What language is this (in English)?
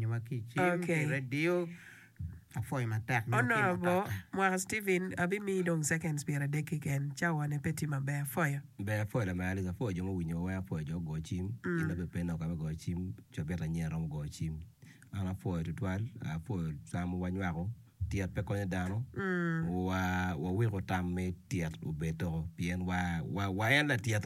Acoli